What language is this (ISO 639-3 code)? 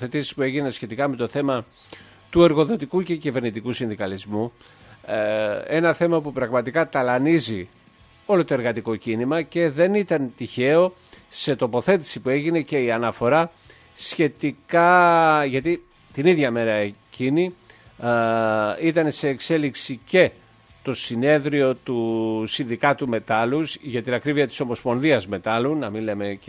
ell